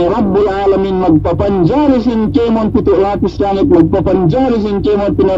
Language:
Yakan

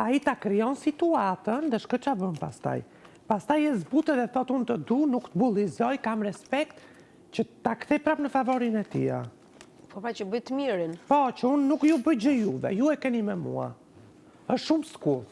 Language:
Albanian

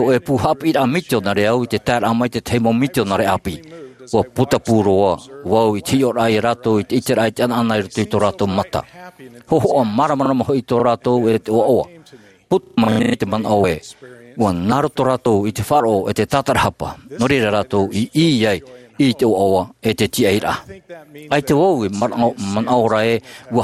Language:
Tahitian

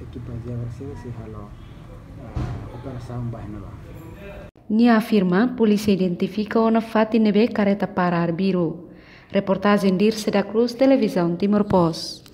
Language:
Tetum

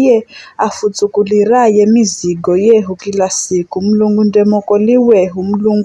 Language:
Giryama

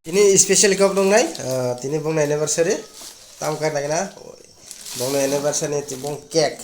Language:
Kok Borok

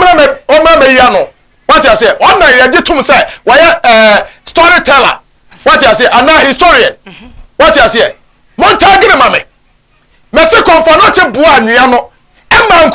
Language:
Akan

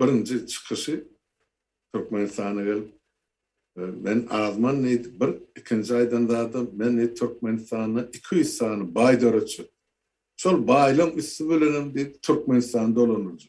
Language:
Turkmen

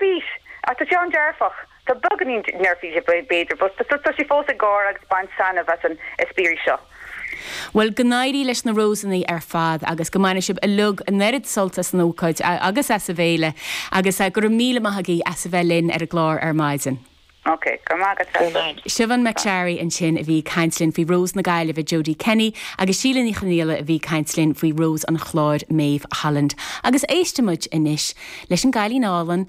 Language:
Irish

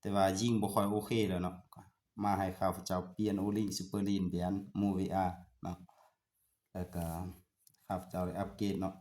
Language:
Lao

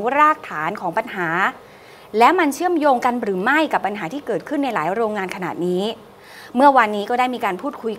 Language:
Thai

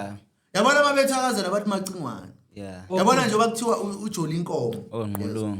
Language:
Zulu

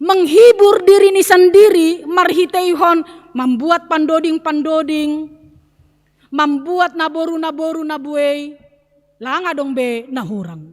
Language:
Batak Simalungun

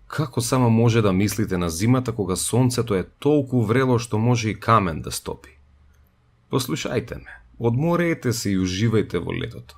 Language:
Macedonian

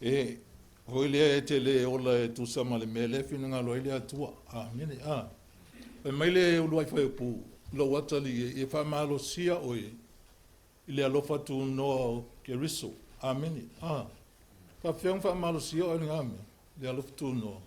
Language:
Samoan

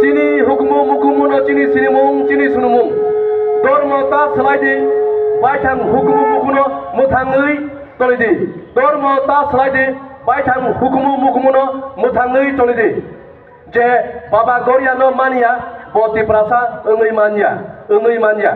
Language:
Kok Borok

